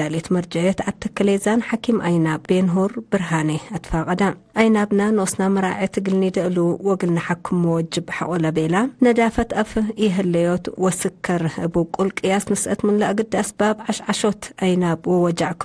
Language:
Tigre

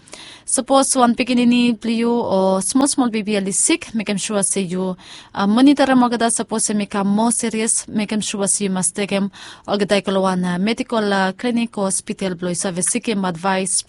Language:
Bislama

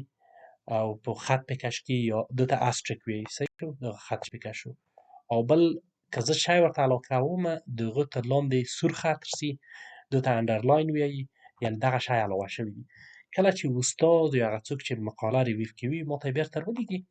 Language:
Pashto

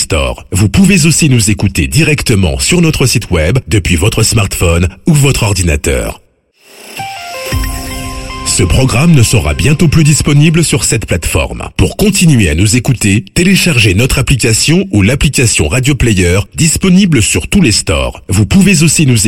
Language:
French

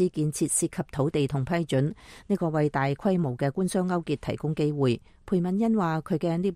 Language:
Cantonese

